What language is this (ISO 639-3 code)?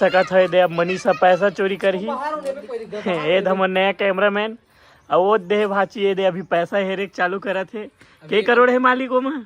hne